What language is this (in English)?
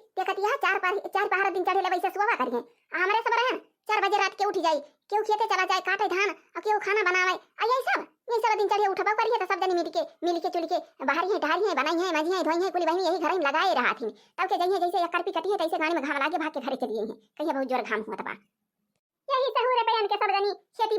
Awadhi